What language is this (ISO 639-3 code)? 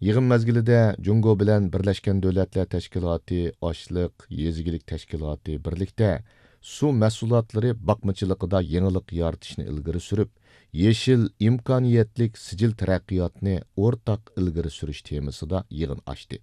uig